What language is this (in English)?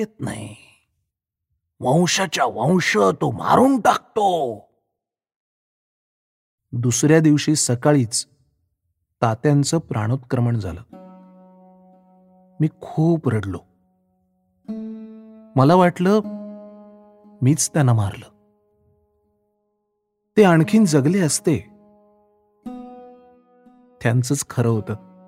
Marathi